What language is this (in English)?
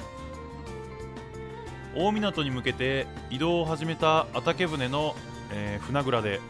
Japanese